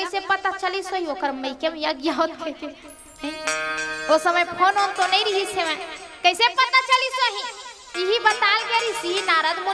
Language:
Chhattisgarhi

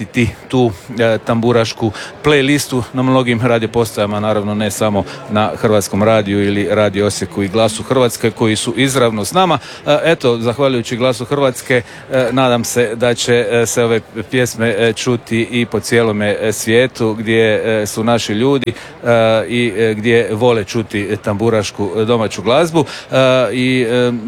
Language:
Croatian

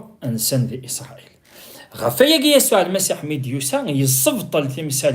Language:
Kabyle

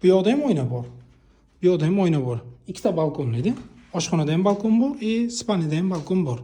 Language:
Uzbek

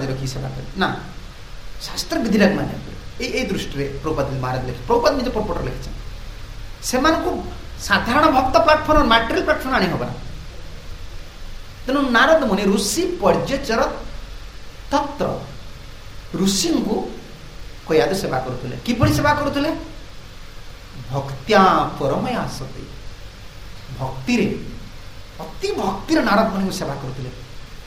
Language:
Odia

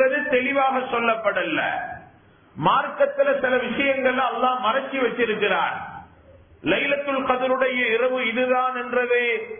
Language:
Tamil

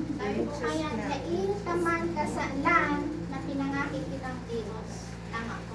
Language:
Bikol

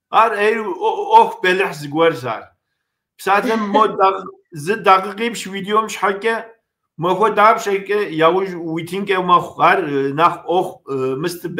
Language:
Kabardian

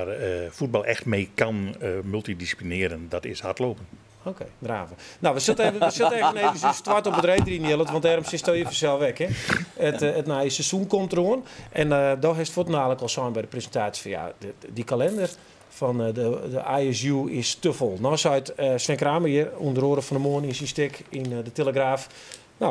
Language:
Western Frisian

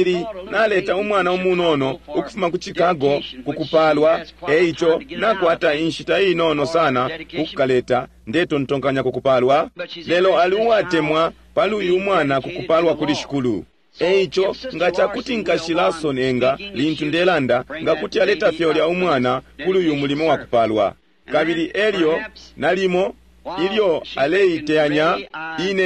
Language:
Bemba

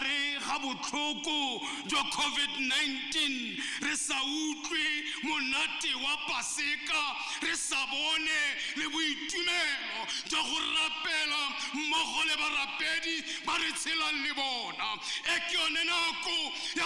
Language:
Tswana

